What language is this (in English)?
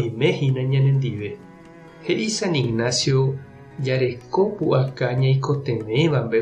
Guarani